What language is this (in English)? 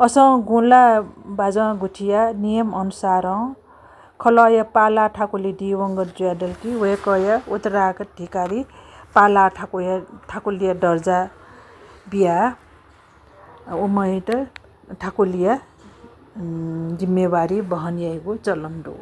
Newari